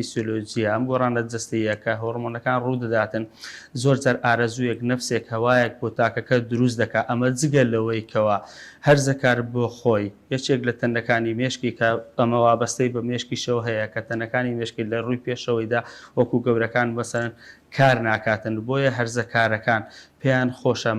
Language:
Central Kurdish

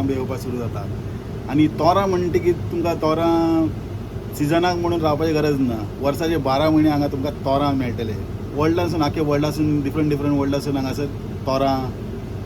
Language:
Konkani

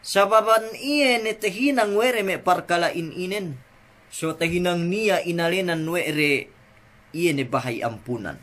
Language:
Yakan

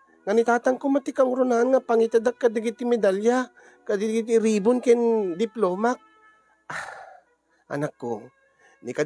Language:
Iloko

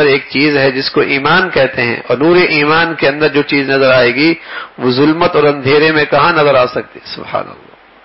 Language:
Urdu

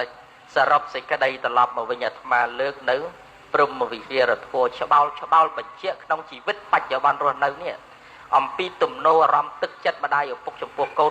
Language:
Khmer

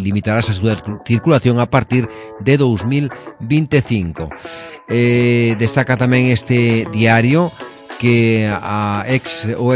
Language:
Galician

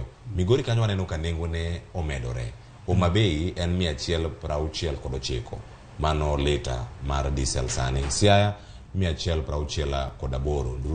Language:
Luo (Kenya and Tanzania)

